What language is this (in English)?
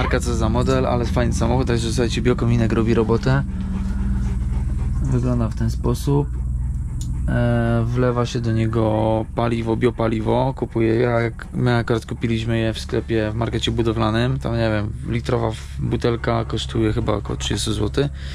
Polish